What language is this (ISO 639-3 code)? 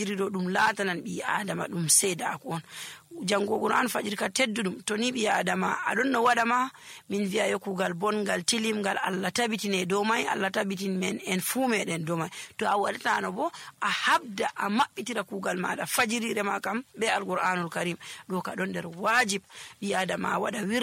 fuv